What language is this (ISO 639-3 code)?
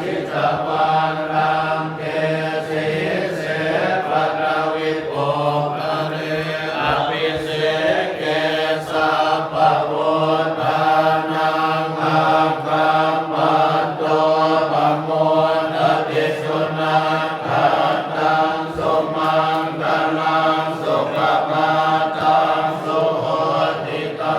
pli